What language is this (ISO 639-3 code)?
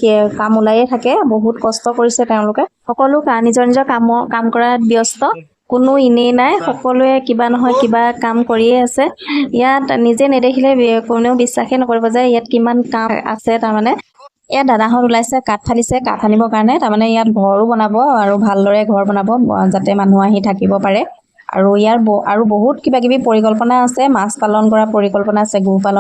asm